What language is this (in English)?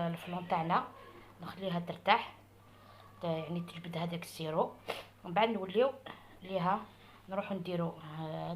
Algerian Arabic